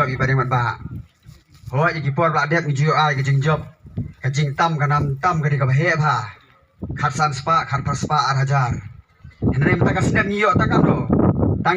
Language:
Khasi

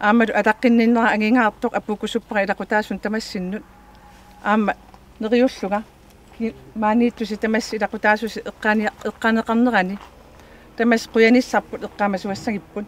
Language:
Kalaallisut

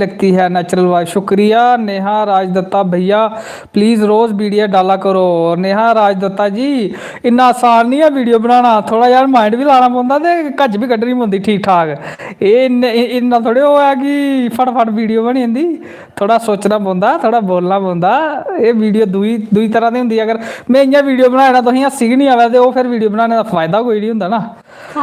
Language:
Dogri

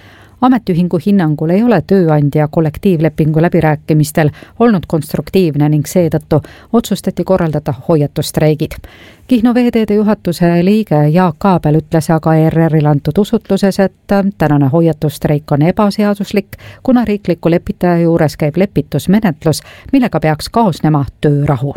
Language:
Estonian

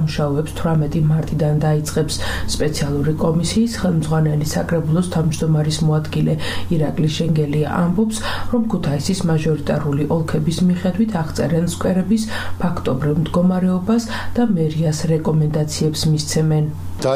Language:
Georgian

